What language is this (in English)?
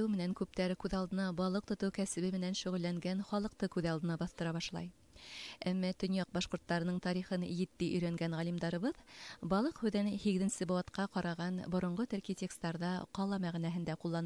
Bashkir